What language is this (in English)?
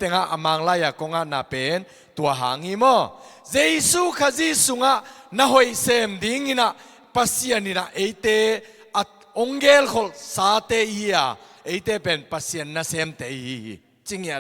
Tedim Chin